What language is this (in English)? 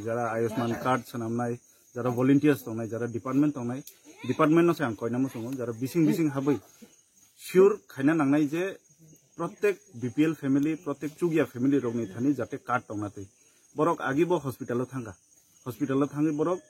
Kok Borok